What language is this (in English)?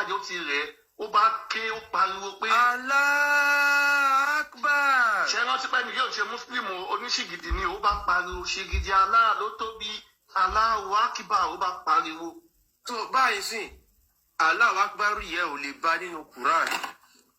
Yoruba